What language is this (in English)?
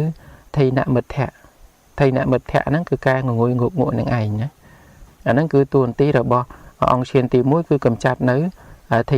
Khmer